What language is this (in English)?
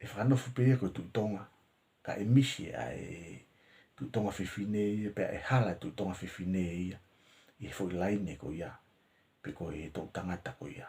Tongan